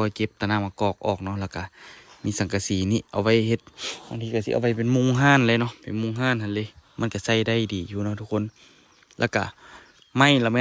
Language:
Lao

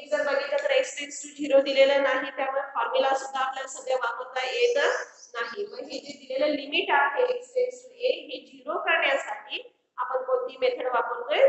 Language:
Marathi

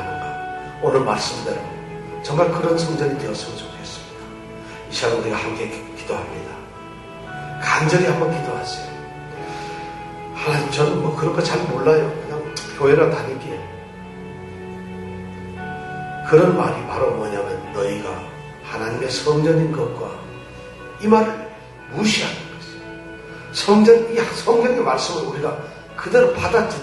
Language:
Korean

